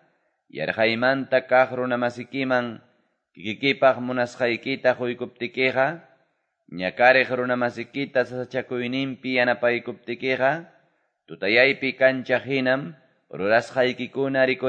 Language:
Quechua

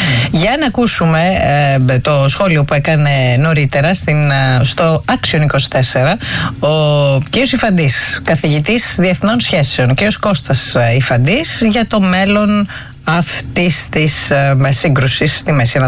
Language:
Greek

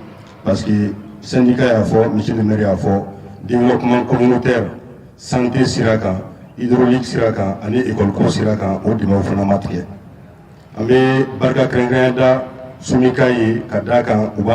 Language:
Bambara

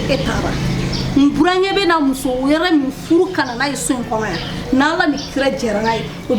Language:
Bambara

